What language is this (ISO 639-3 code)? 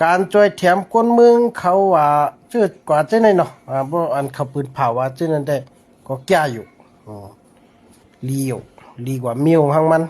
shn